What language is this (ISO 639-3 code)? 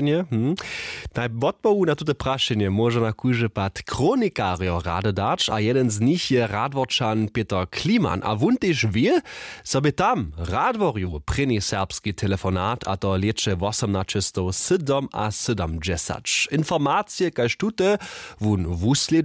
hsb